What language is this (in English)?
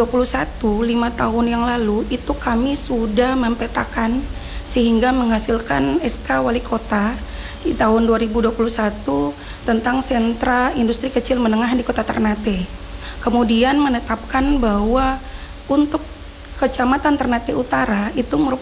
Indonesian